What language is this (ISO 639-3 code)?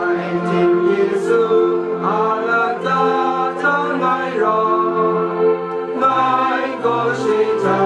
kac